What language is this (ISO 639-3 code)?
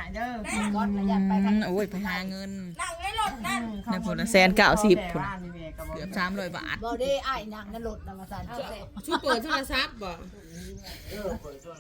tts